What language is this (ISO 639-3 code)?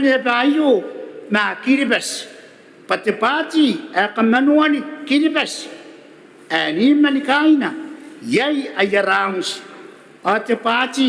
gil